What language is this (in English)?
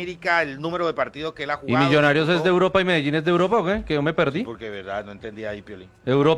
Spanish